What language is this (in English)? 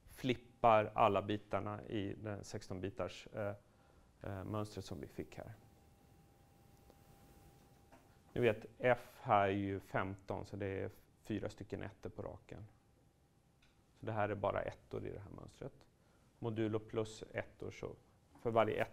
Swedish